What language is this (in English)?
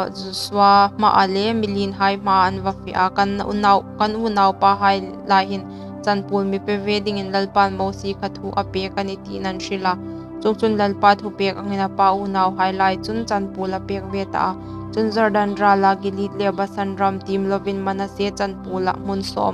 Hmar